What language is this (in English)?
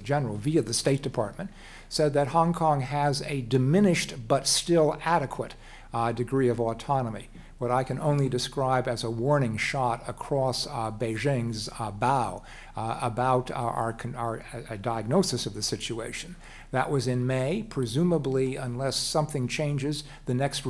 English